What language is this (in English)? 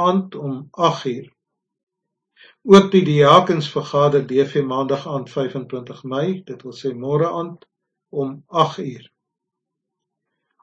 Afrikaans